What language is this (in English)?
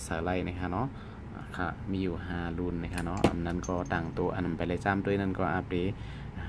Shan